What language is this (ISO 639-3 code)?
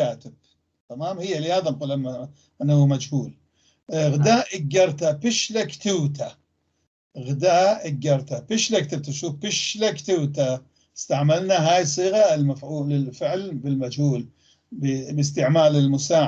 apc